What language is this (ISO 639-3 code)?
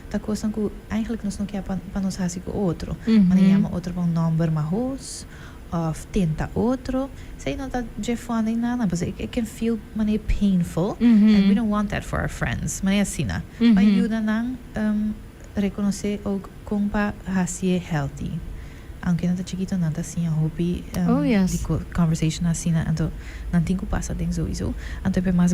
pap